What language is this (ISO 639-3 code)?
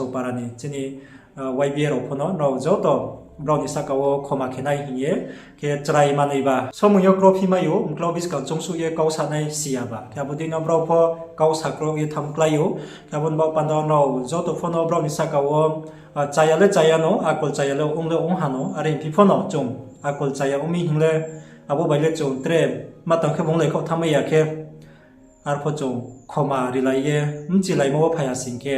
ria